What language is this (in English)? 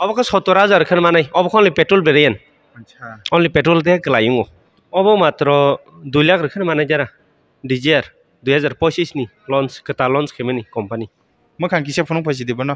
Kok Borok